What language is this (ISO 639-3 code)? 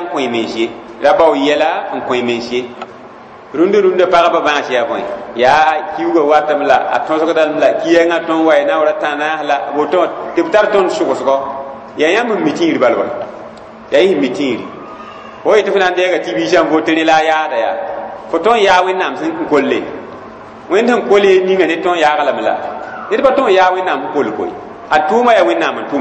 mos